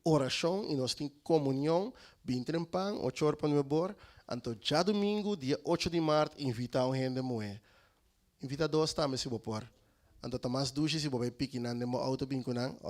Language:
Papiamento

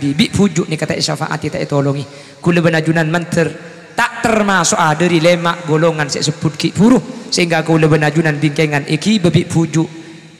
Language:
Madurese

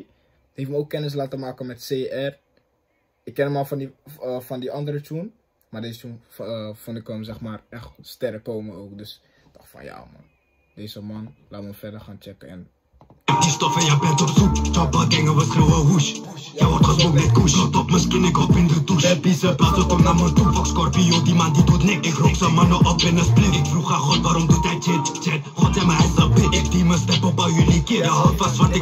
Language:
Dutch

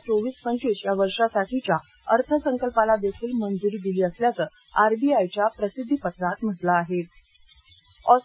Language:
Marathi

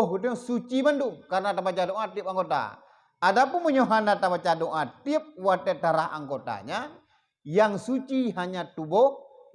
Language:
Achinese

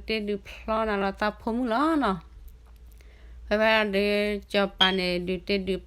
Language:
S'gaw Karen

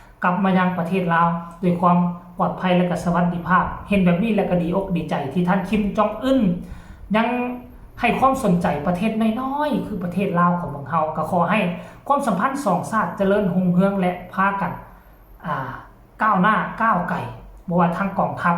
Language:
Lao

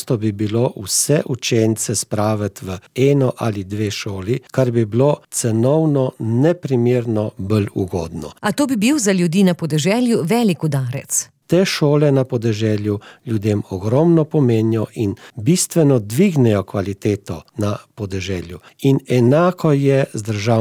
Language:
Slovenian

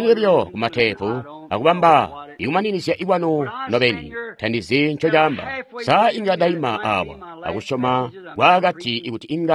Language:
Tonga (Zambia)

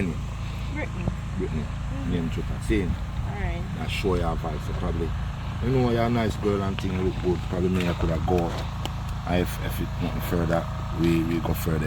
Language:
Jamaican Creole English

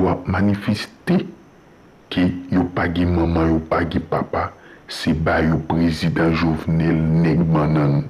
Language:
Haitian Creole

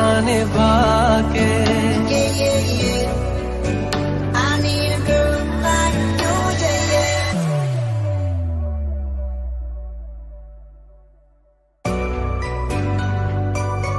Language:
Hindi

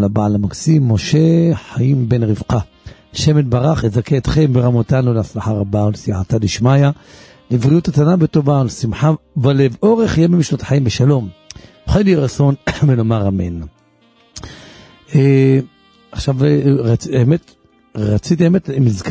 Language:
Hebrew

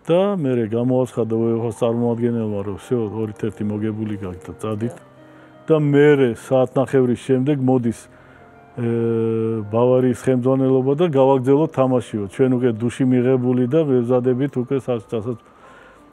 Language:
Georgian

